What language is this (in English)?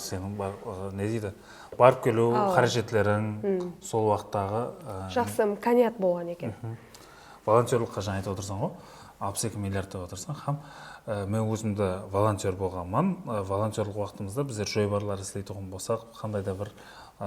Kara-Kalpak